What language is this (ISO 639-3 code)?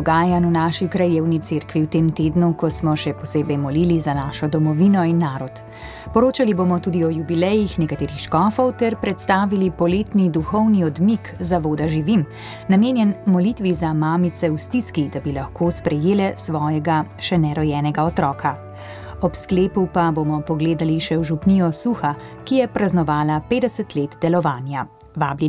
slv